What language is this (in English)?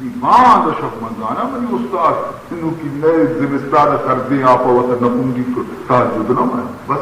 Baluchi